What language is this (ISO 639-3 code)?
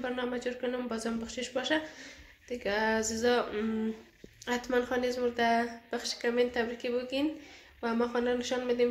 fas